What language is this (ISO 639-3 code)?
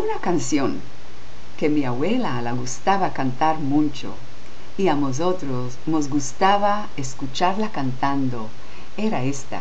lad